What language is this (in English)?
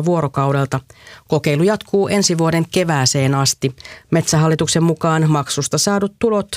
Finnish